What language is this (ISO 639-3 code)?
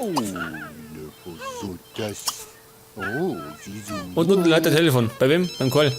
bar